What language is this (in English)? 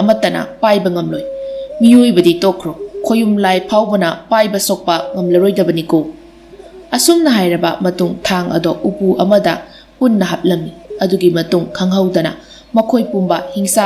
Manipuri